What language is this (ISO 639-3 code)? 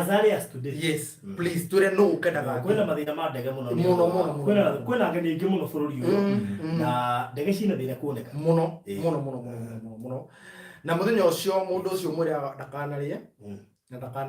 kik